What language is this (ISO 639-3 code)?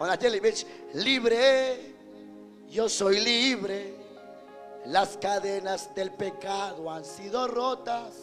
kek